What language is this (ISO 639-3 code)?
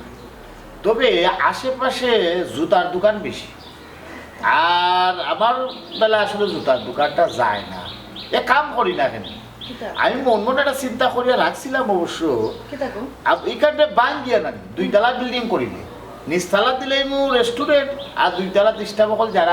syl